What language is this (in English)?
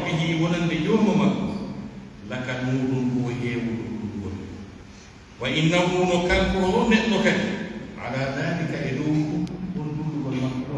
Pular